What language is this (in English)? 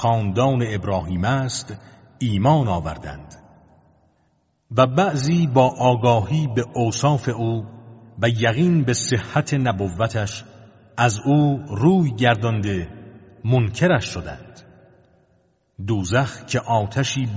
Persian